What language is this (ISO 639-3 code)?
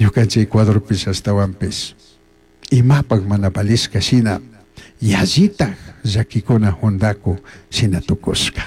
qug